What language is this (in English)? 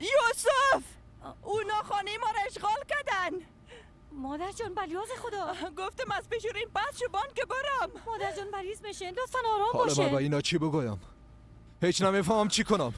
Persian